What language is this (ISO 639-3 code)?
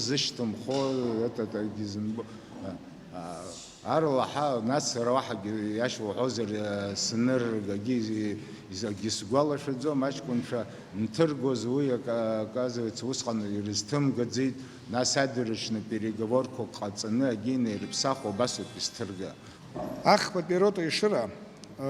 abk